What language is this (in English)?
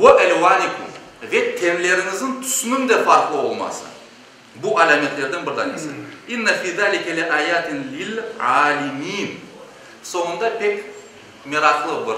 Crimean Tatar